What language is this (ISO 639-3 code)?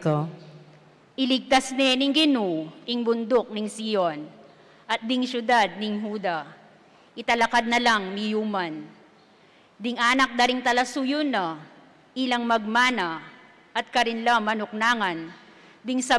pam